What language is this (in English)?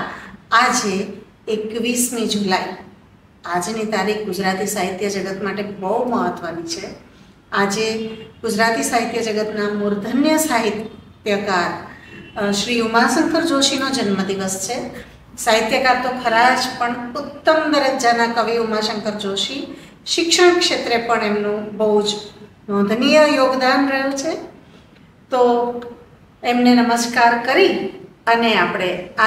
Gujarati